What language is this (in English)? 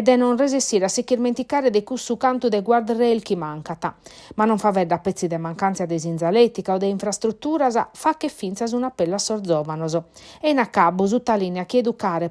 Sardinian